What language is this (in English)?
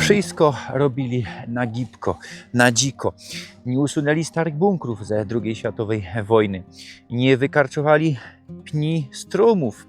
Silesian